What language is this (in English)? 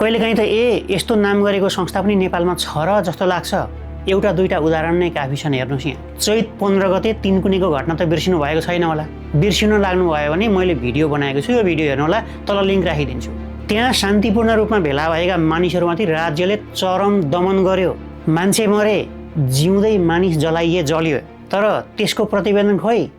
Nepali